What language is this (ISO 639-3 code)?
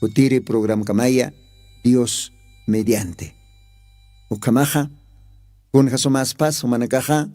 aym